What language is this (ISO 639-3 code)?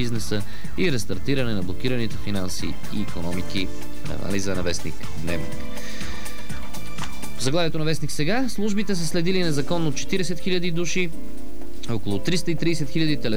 bul